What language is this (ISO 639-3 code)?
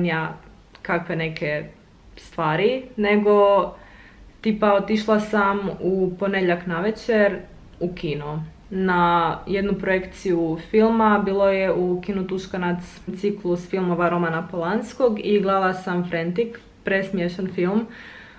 hrv